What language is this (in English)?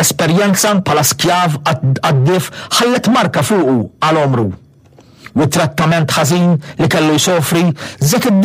Maltese